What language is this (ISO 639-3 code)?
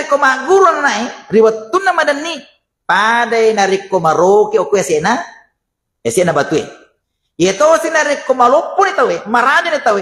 bug